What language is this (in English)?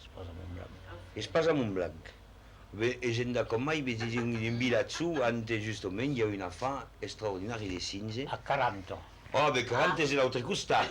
Occitan